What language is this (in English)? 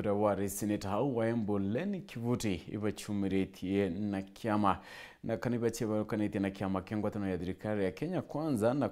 Meru